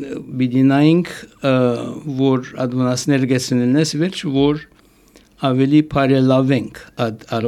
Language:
Armenian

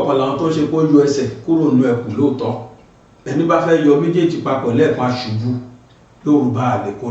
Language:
Yoruba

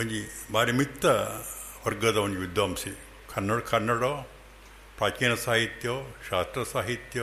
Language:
Tulu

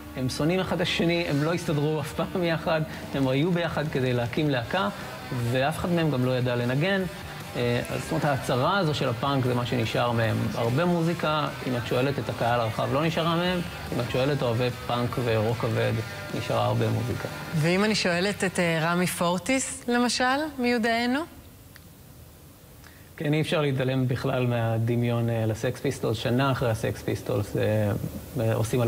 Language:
Hebrew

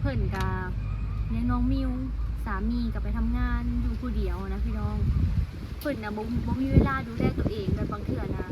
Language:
Lao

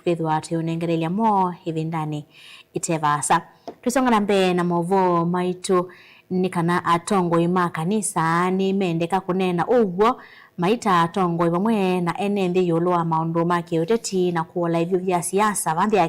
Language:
Kamba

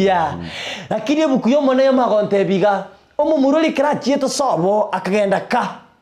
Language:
Gusii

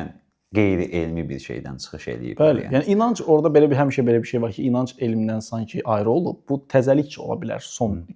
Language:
Azerbaijani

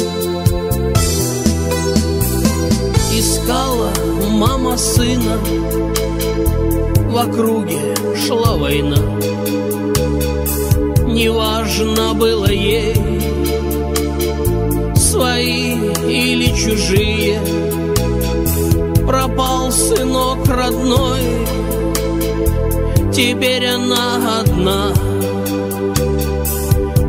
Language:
Russian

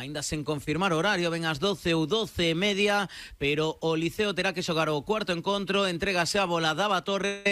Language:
Galician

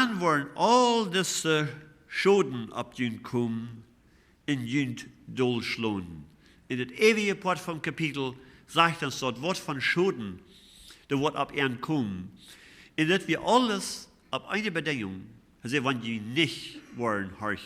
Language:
Plautdietsch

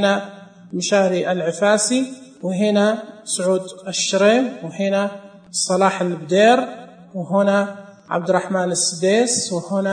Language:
Najdi Arabic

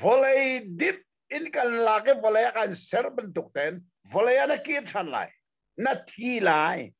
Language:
Hakha Chin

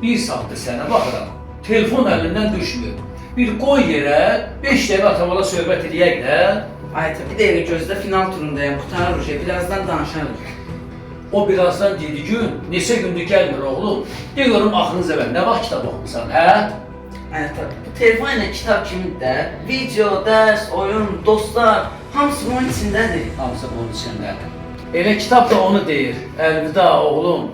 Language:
Azerbaijani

